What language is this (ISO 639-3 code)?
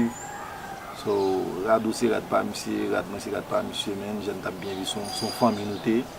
hat